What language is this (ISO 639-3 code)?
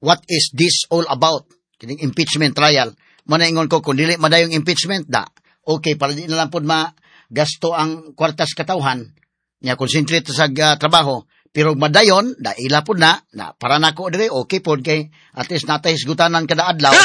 ceb